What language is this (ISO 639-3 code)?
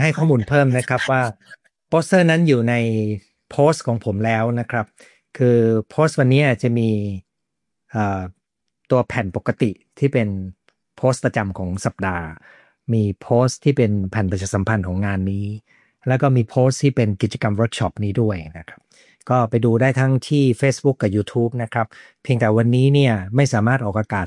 tha